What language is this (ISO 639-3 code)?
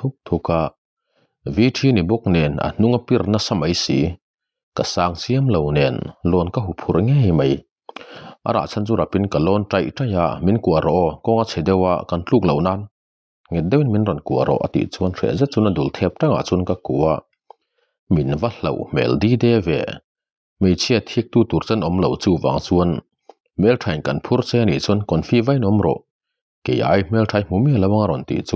lus